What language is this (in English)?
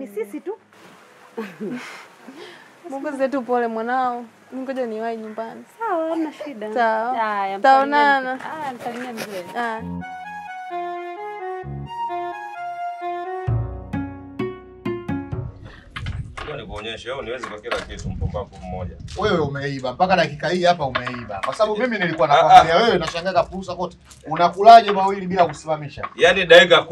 Swahili